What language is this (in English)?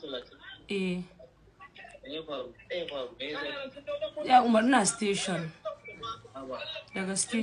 Hausa